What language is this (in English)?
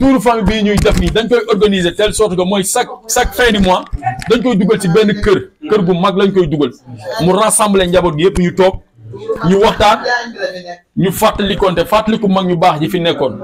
Wolof